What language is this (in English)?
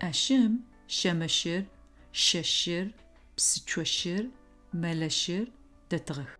Adyghe